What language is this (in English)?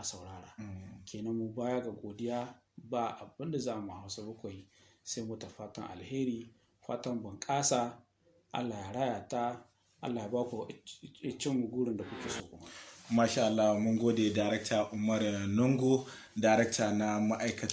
Hausa